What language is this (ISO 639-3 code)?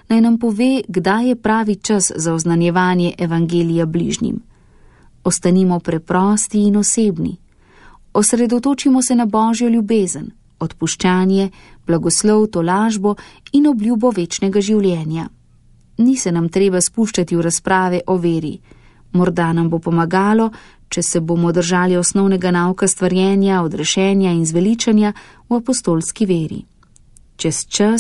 slv